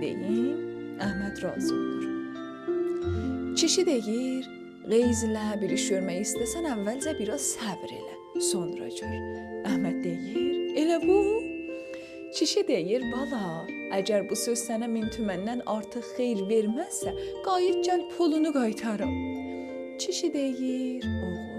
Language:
South Azerbaijani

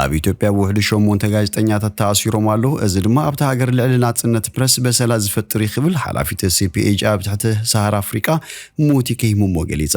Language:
Tigrinya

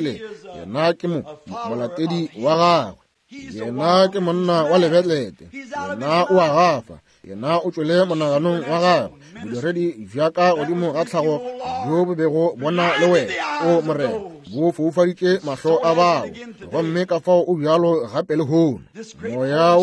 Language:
Northern Sotho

